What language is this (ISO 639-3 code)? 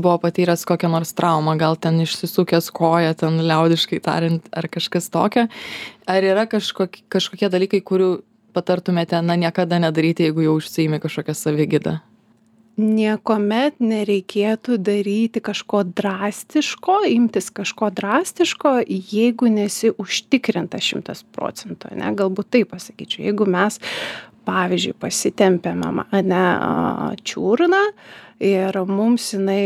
lit